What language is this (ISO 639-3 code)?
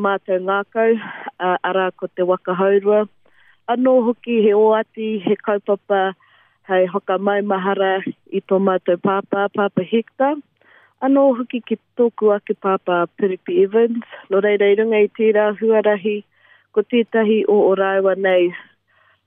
mri